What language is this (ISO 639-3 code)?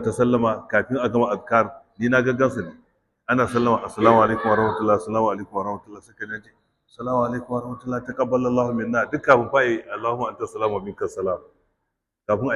hau